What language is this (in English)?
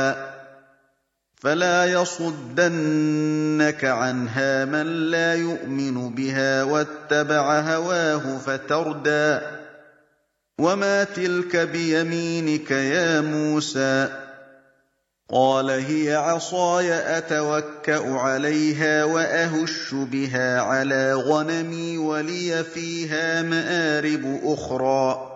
Arabic